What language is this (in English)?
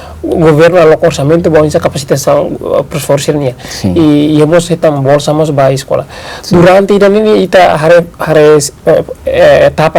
Tetum